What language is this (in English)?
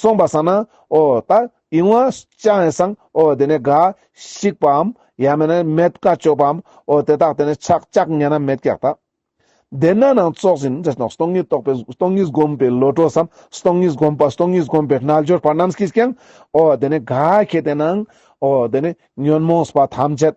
Ladakhi